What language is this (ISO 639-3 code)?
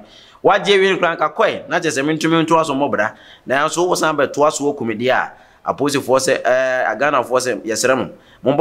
aka